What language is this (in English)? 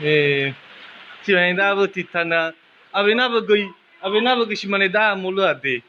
Nias